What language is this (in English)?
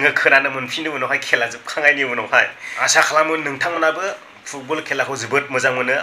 Bodo